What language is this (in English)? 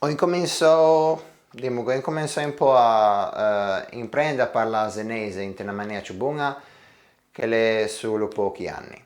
Ligurian